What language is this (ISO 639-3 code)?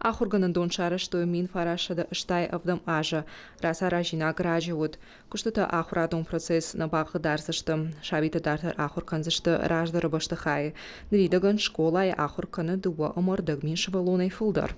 oss